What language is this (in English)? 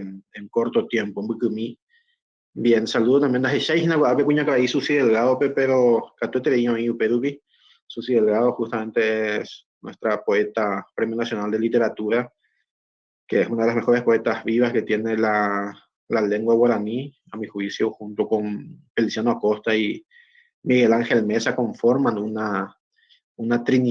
Guarani